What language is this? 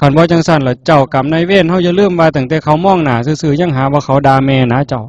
Northeastern Thai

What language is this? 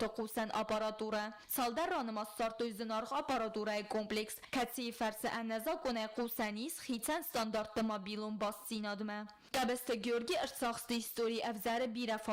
Ossetic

